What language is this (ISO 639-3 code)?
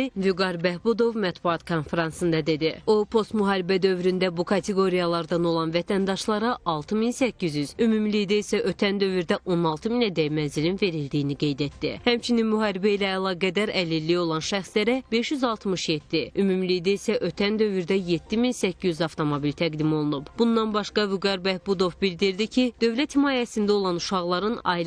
aze